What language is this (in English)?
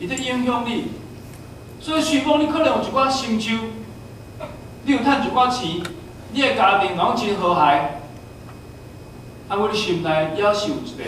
Min Nan Chinese